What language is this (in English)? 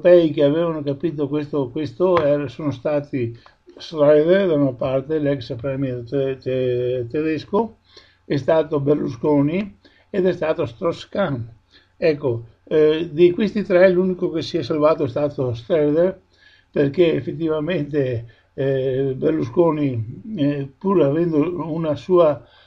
Italian